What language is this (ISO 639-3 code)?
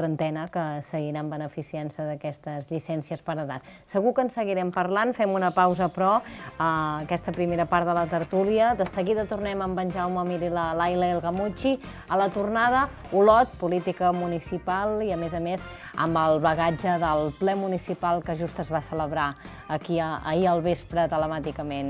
cat